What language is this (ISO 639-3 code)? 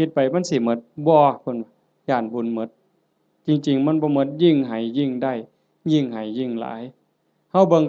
tts